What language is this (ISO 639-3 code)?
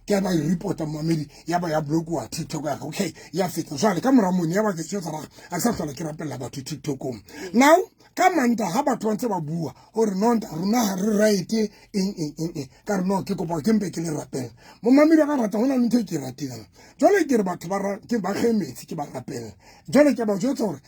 sot